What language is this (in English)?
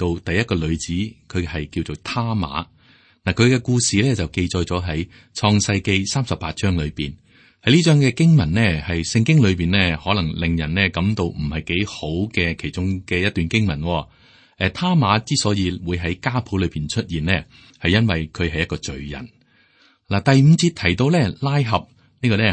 Cantonese